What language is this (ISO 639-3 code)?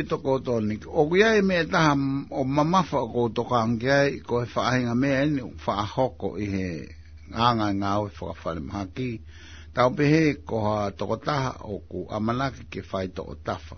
ton